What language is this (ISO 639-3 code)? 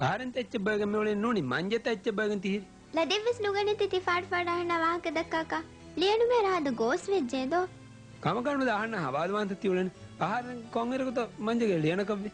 div